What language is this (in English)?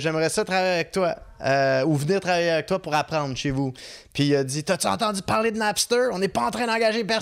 French